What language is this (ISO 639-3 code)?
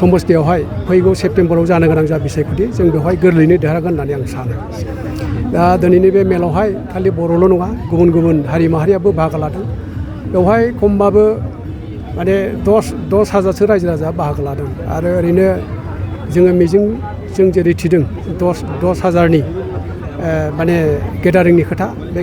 brx